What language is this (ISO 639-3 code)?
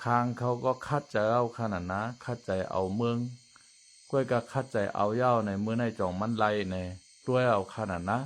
shn